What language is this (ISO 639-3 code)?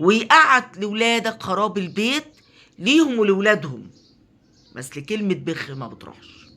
arz